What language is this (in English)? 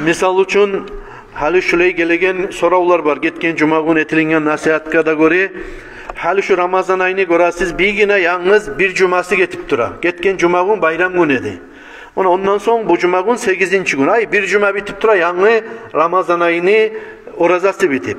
Kumyk